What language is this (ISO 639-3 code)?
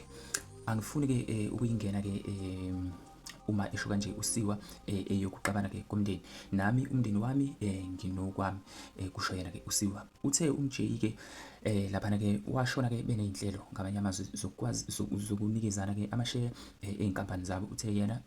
zul